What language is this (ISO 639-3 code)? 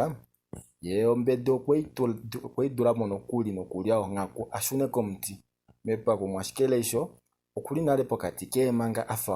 kua